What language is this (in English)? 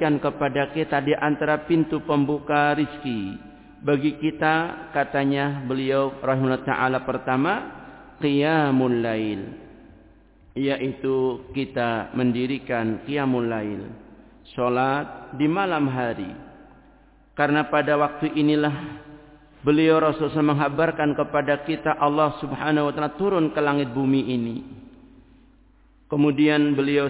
Indonesian